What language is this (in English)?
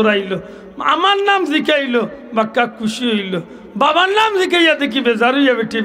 Sylheti